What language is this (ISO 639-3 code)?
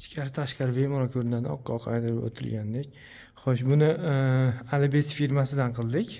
uzb